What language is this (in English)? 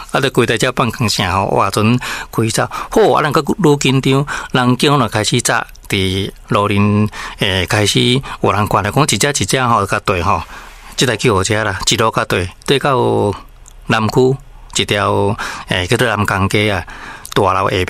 Min Nan Chinese